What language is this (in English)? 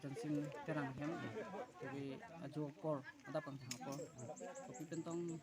Karbi